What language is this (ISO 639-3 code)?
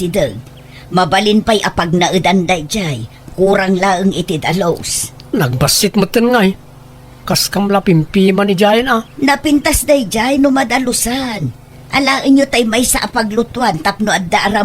ilo